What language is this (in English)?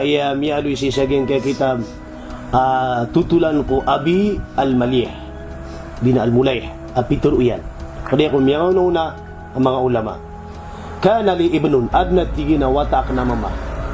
Maranao